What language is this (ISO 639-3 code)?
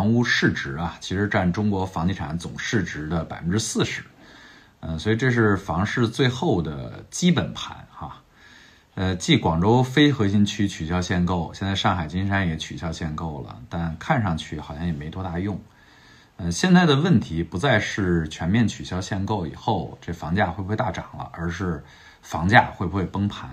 zho